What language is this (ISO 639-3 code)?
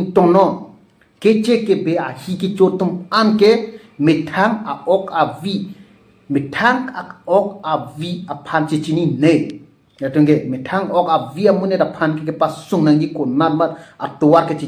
mjw